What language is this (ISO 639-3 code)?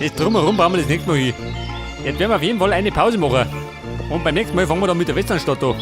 bar